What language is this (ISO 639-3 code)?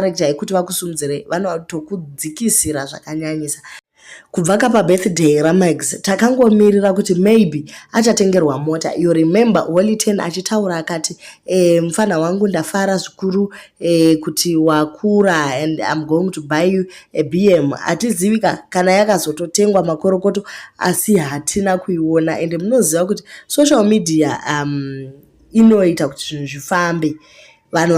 sna